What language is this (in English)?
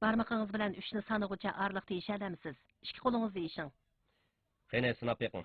Uyghur